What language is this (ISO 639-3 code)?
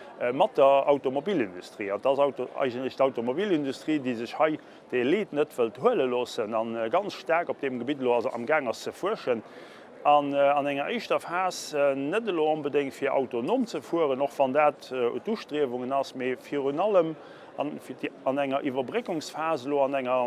ltz